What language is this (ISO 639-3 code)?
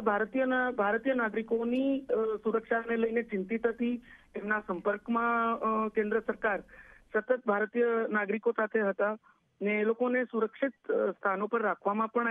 guj